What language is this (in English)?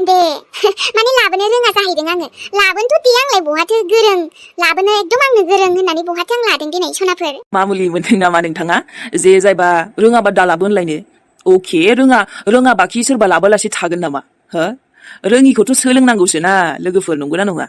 Bodo